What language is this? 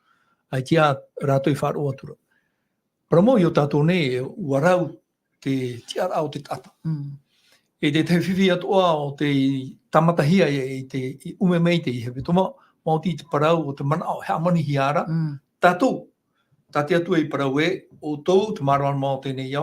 Tahitian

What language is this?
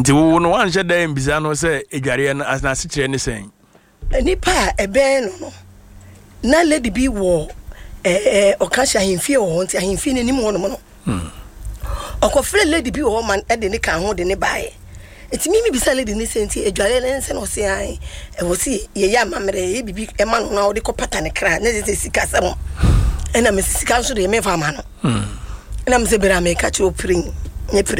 Akan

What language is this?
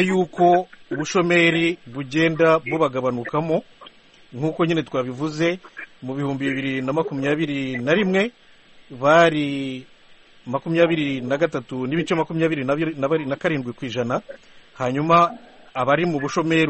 Kinyarwanda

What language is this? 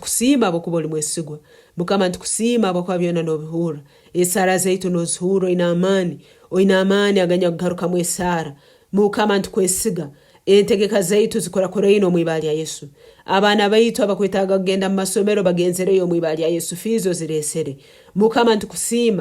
Nyankole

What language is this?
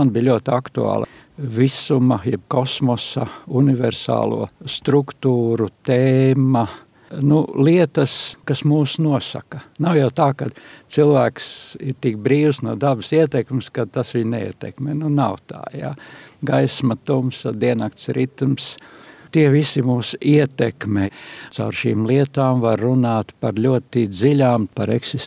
Latvian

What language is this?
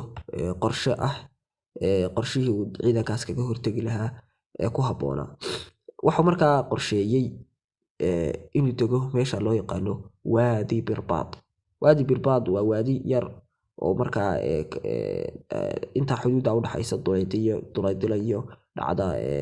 Somali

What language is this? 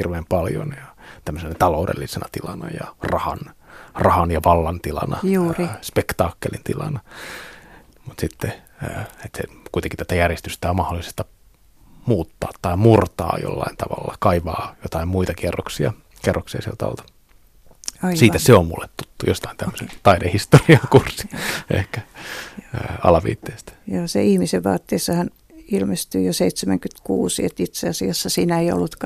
Finnish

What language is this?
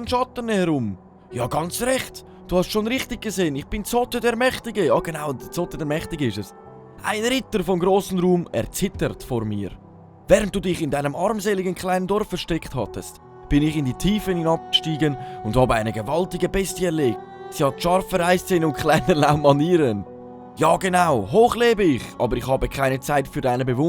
Swiss German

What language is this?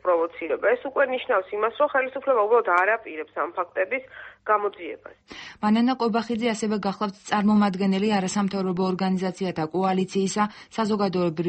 Georgian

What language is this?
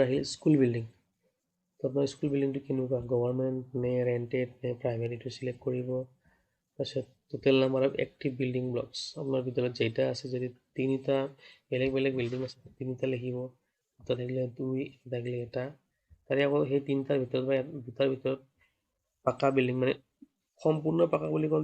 Assamese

